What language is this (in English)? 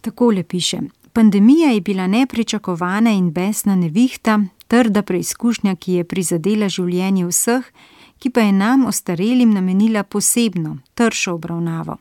Slovenian